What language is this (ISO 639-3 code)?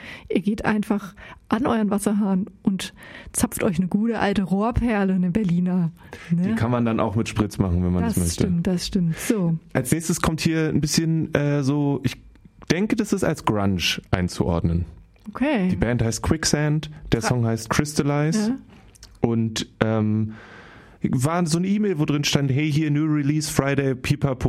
deu